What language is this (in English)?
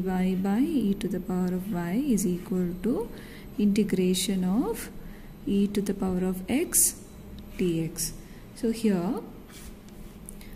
English